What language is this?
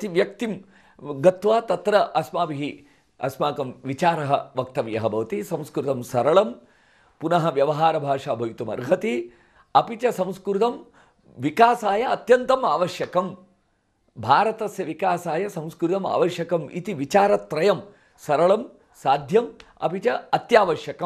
Sanskrit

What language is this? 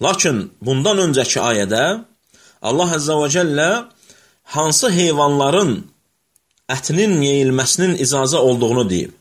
Azerbaijani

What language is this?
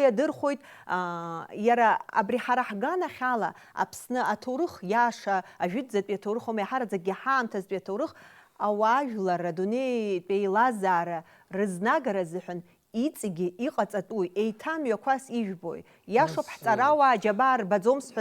Abkhazian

